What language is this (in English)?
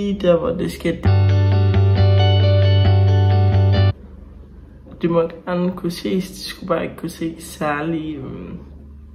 Danish